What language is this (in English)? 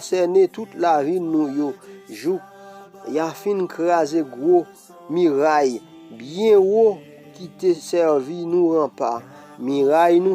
Haitian Creole